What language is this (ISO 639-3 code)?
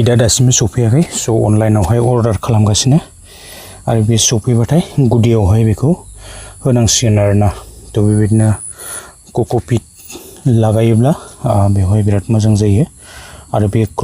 brx